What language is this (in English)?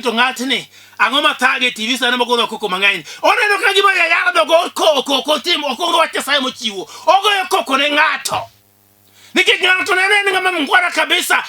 Luo (Kenya and Tanzania)